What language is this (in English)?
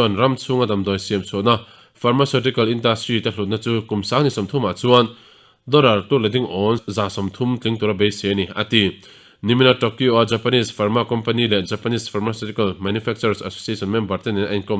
Mizo